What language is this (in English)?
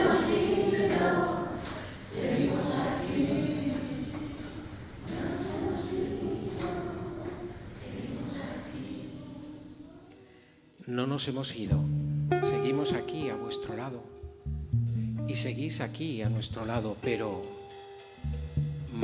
Spanish